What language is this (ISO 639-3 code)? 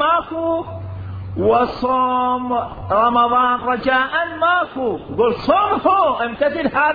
acm